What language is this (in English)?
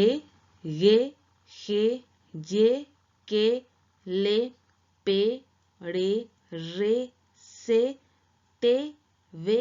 Guarani